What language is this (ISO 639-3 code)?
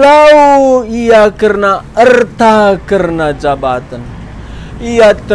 btx